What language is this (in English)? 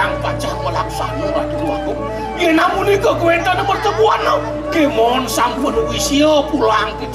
Balinese